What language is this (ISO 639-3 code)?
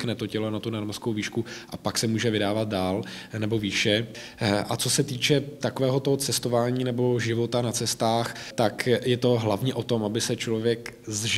ces